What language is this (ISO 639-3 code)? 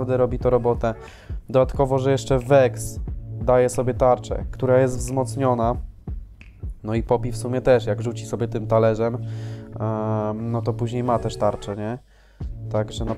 pol